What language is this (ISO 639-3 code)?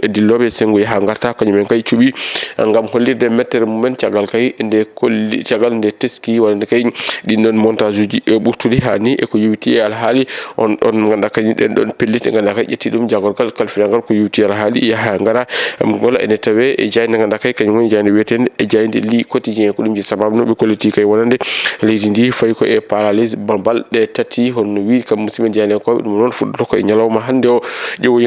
ful